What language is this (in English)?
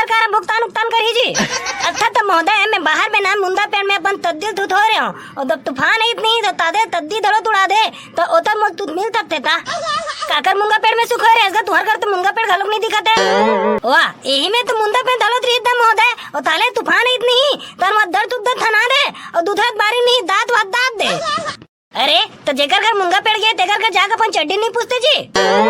Chhattisgarhi